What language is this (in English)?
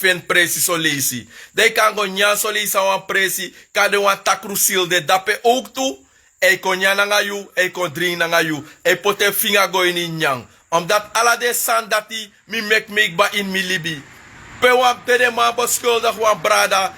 Sranan Tongo